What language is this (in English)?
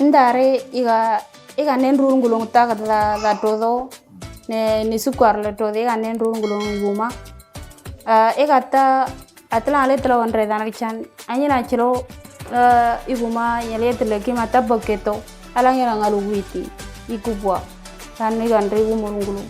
Moro